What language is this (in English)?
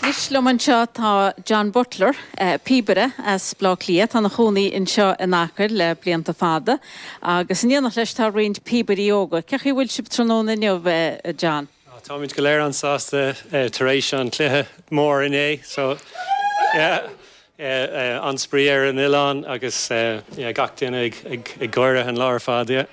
Irish